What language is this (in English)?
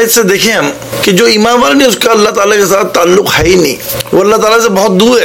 Hindi